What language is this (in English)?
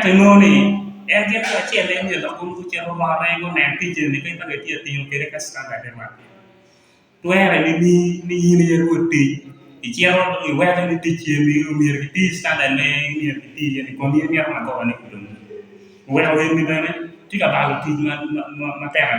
Acoli